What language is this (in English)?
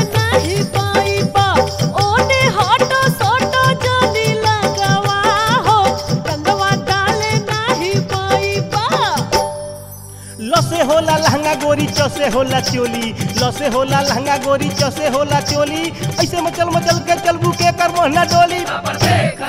Bhojpuri